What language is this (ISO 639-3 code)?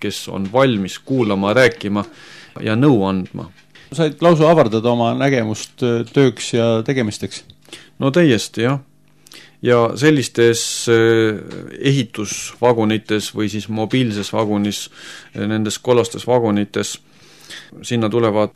est